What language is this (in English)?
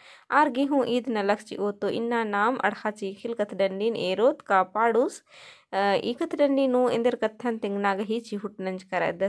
Kurukh